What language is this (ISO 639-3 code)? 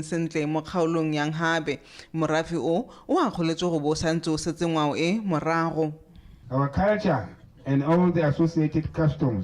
tsn